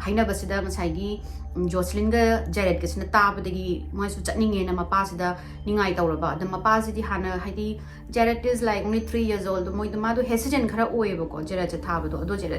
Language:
Manipuri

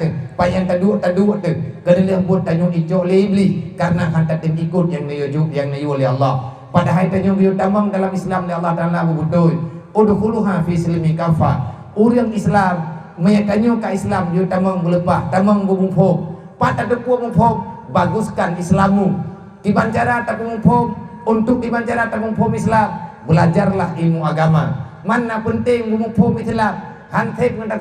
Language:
Achinese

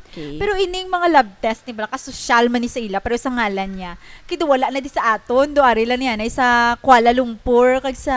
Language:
Hiligaynon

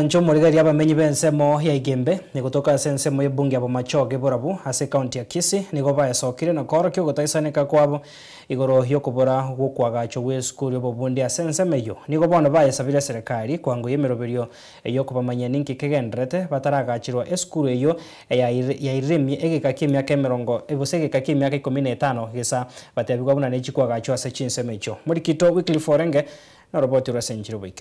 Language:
Gusii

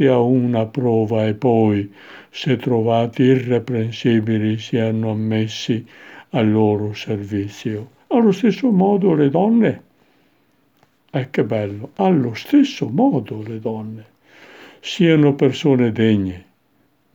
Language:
Italian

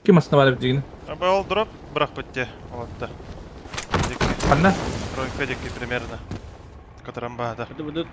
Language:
Yakut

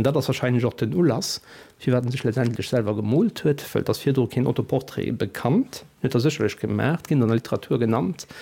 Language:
Luxembourgish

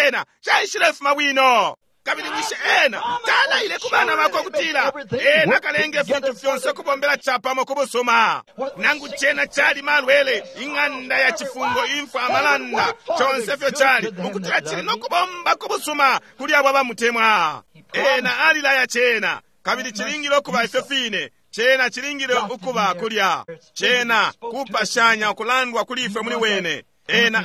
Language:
Bemba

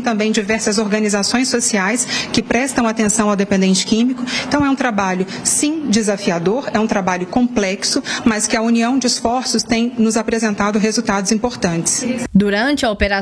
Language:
Portuguese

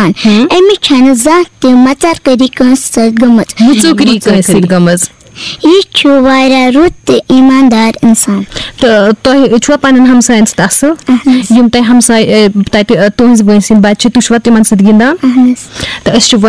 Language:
Kashmiri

